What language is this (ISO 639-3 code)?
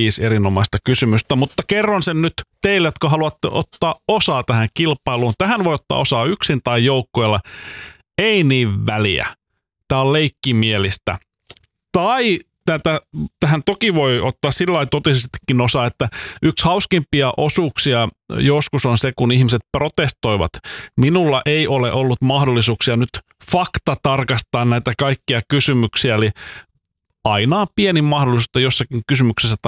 fin